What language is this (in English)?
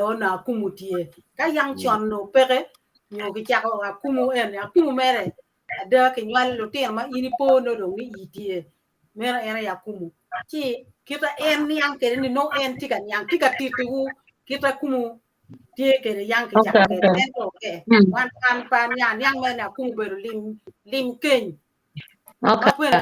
Acoli